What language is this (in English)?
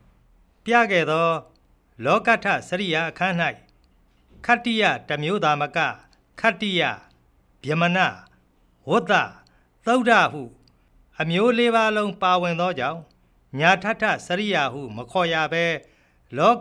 Burmese